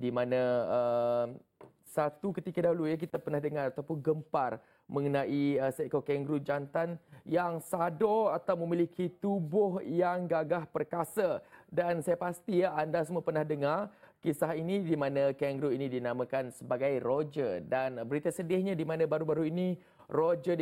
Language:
Malay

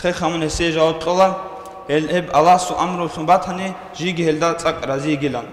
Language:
Avaric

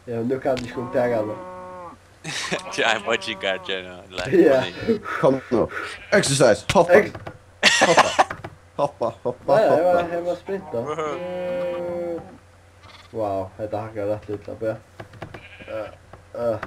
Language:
Faroese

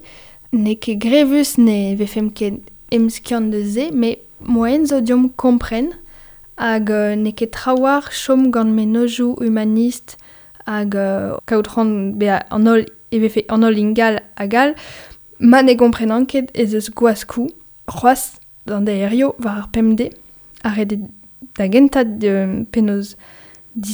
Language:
Breton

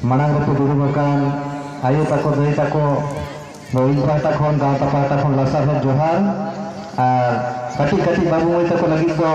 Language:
Santali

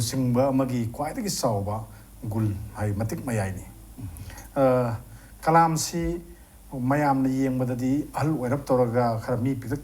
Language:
Manipuri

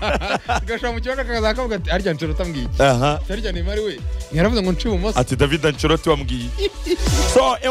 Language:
Kinyarwanda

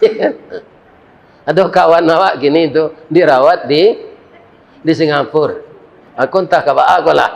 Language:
Minangkabau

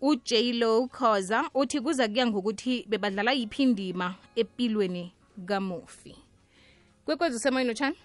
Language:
South Ndebele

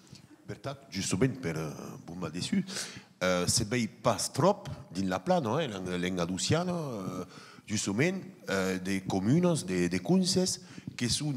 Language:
Occitan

